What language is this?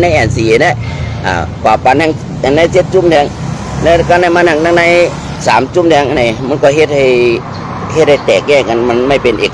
Shan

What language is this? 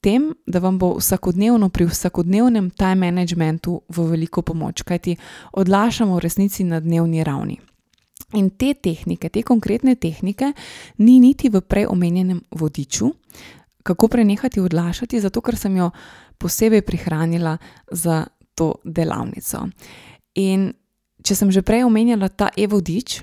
Slovenian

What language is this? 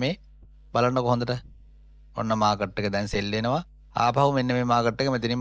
Sinhala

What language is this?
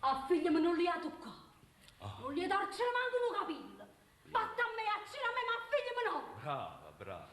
Neapolitan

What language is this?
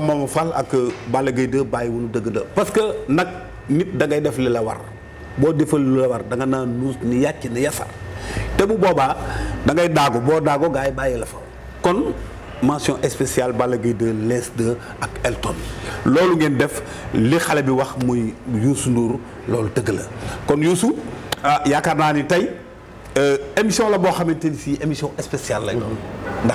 Wolof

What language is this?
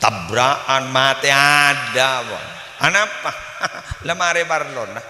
Madurese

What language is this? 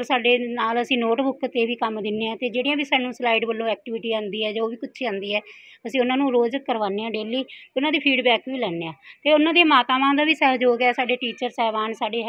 Punjabi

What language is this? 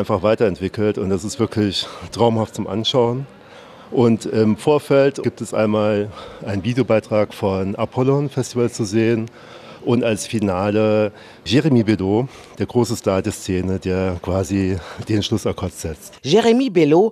German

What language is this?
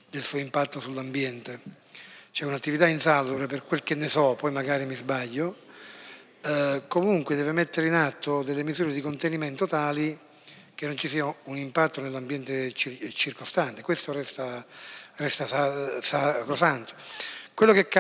Italian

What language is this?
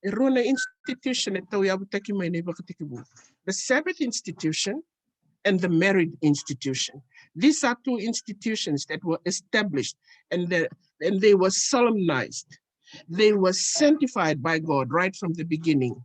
Fijian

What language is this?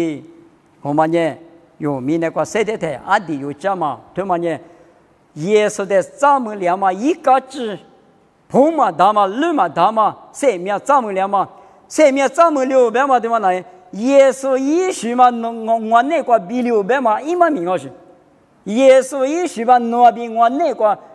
Lisu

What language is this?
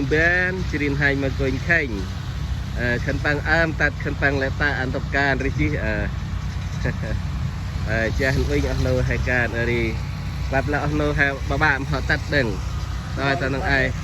Central Mnong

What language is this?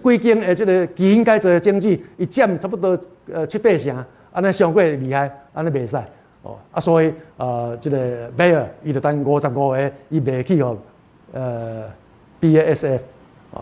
Min Nan Chinese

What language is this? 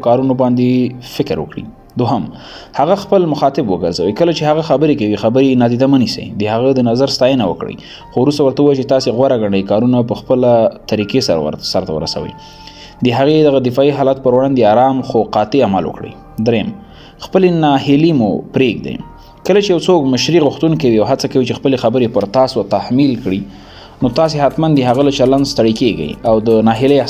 Pashto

